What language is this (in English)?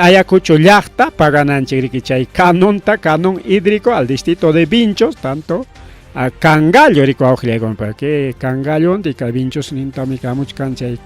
Ayacucho Quechua